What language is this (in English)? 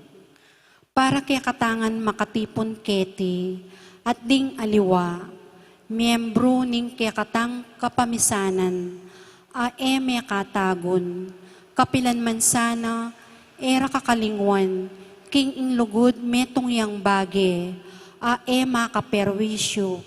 Pampanga